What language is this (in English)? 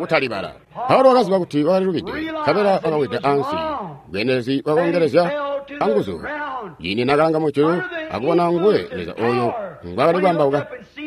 Tonga (Zambia)